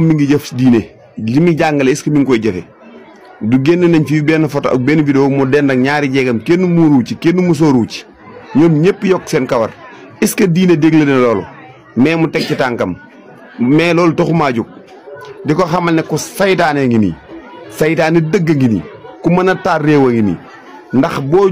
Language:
Wolof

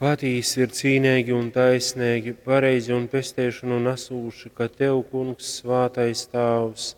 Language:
Latgalian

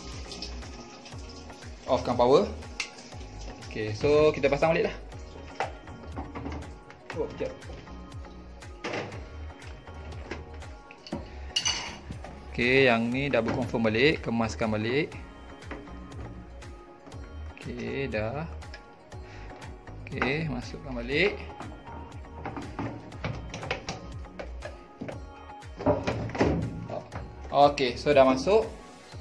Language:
Malay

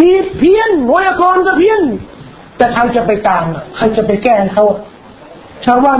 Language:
Thai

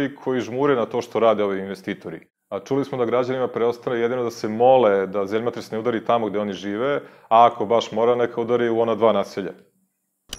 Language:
Serbian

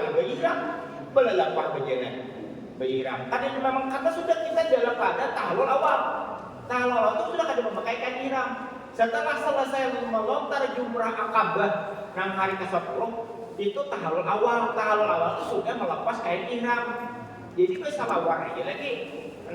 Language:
Banjar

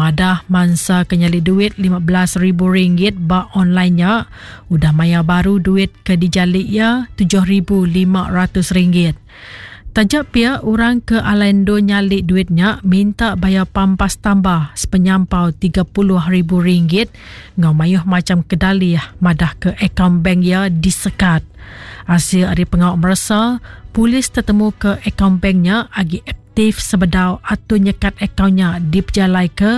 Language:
Iban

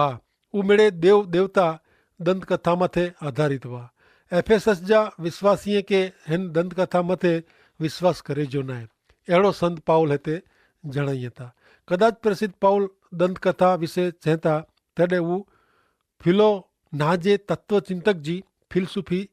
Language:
Kachhi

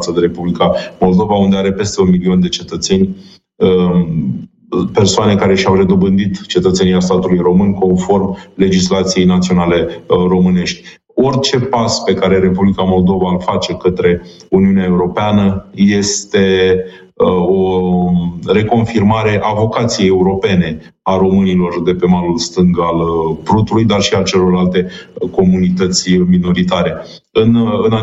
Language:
Romanian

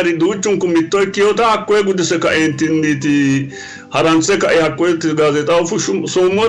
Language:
Sidamo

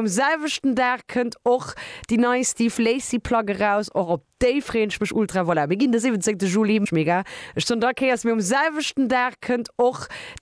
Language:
Luxembourgish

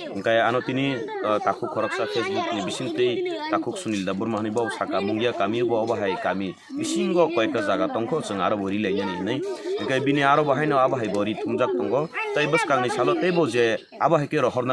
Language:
Kok Borok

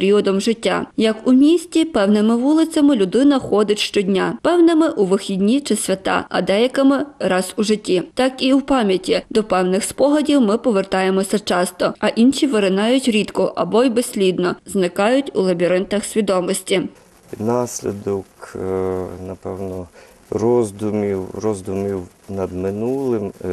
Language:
Ukrainian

